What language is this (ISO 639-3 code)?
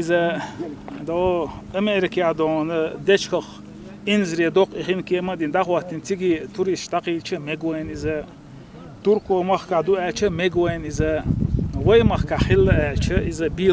che